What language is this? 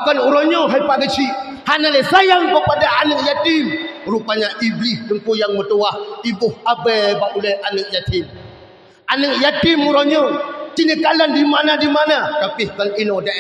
Achinese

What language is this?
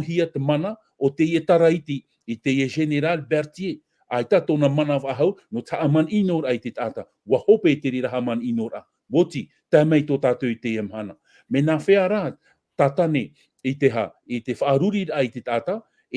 Tahitian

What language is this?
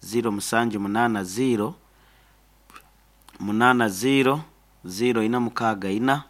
Nyoro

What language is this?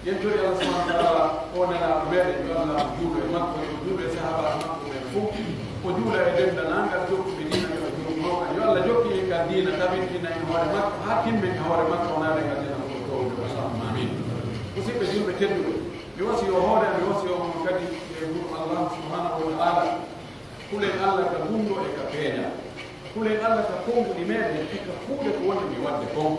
Pular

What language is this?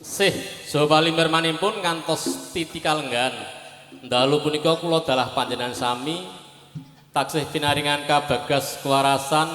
Javanese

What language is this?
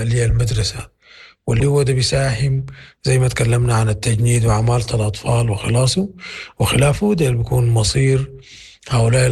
Sudanese Arabic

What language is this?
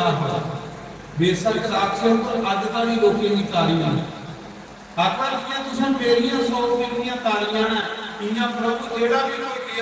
Dogri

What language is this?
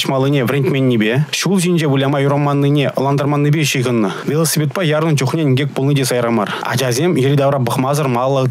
Chuvash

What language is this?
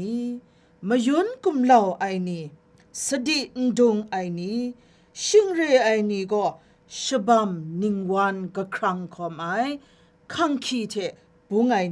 Kachin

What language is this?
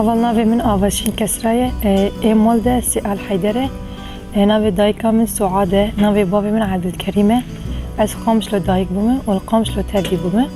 Kurdish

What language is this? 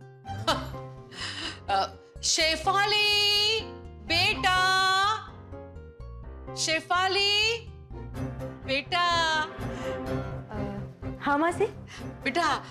Gujarati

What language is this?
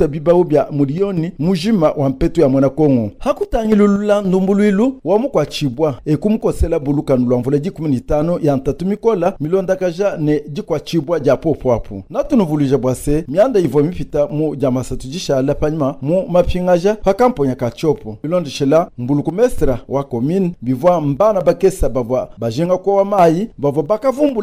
Luba-Lulua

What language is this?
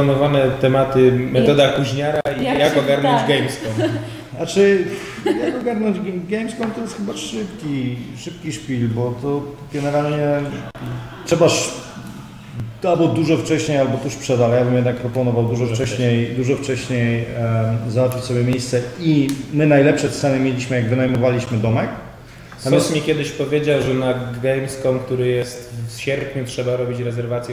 Polish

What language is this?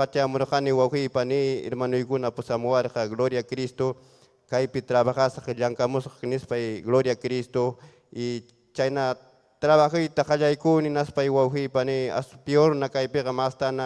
Ayacucho Quechua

